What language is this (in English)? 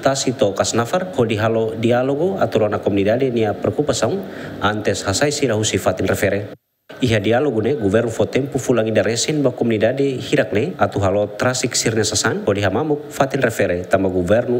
Tetum